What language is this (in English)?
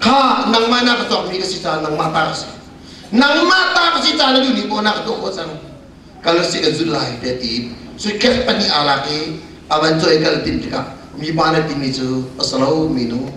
Hakha Chin